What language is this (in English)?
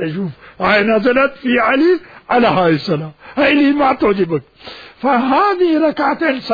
Mesopotamian Arabic